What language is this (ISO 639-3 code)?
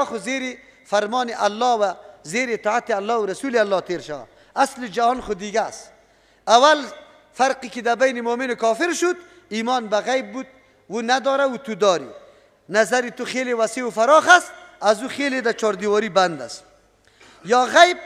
fas